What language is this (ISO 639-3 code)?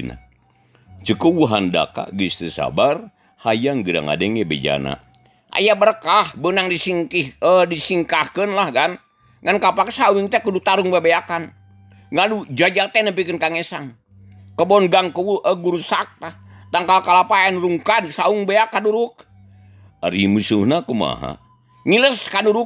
sun